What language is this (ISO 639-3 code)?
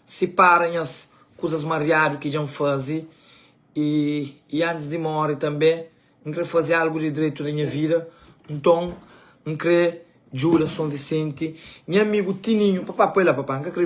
kea